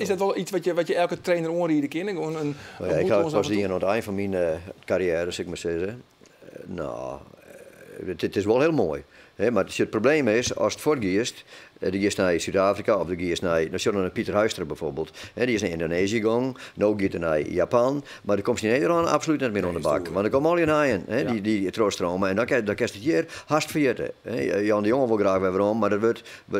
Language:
Western Frisian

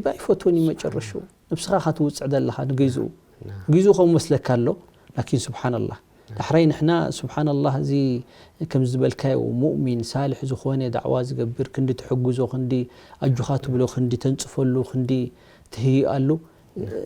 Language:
Tigrinya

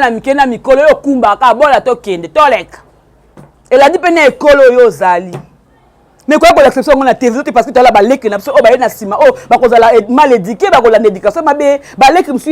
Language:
Lingala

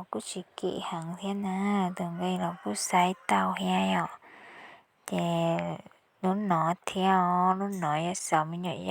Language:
Hmong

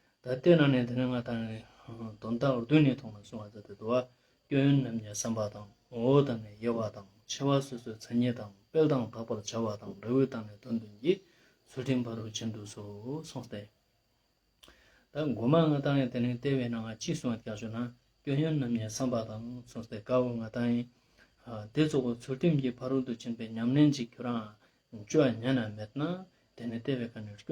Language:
Ladakhi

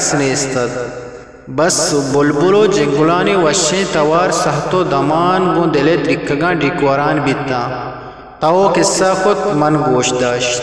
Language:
Eastern Balochi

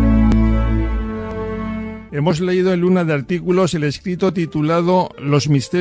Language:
Spanish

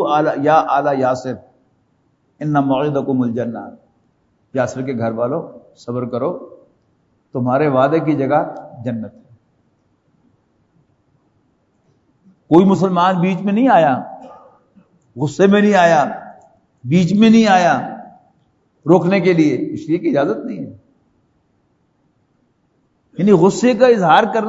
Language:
Urdu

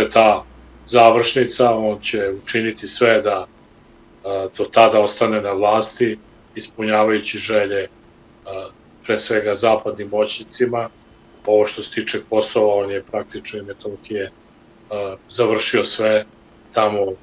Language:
Serbian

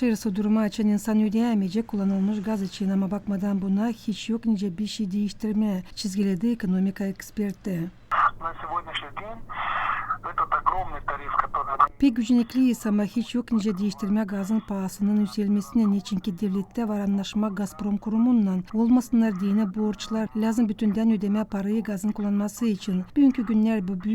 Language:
Gagauz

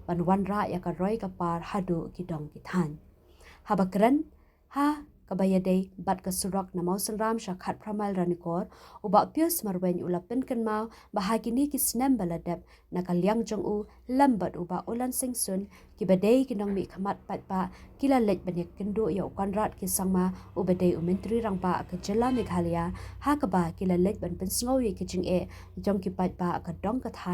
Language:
Khasi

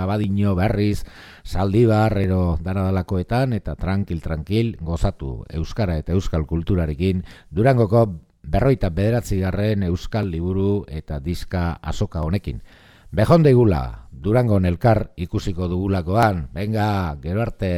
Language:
Basque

